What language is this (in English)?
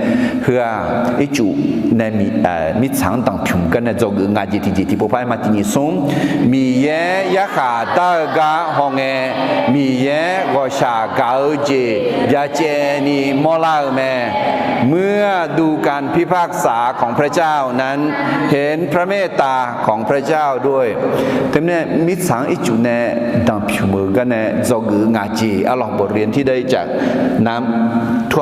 Akha